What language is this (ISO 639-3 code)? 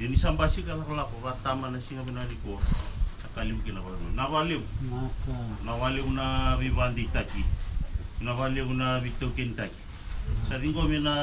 fij